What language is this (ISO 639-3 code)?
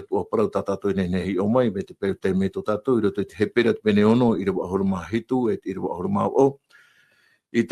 tah